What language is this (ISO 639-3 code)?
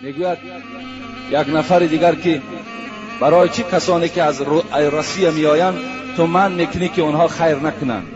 tgk